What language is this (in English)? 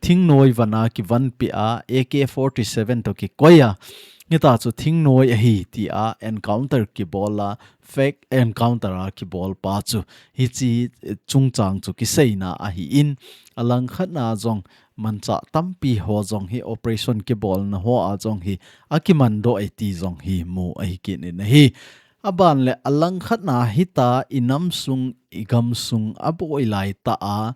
Thado Chin